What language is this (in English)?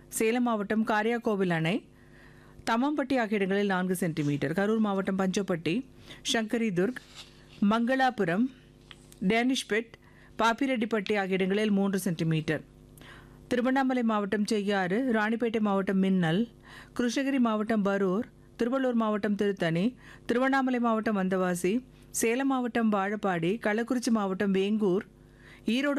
Tamil